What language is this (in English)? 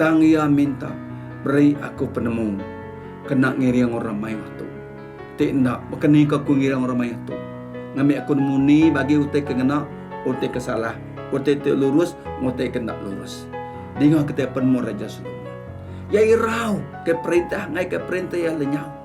Iban